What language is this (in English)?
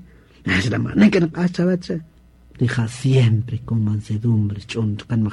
Kaqchikel